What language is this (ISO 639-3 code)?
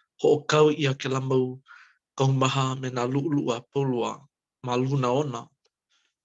haw